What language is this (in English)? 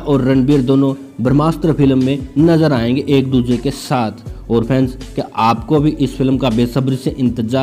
Hindi